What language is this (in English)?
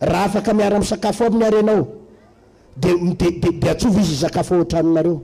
Malagasy